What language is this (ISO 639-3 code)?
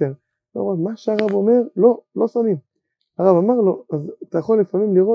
heb